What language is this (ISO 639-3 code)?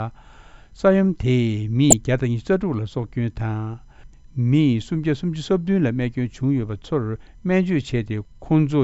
bod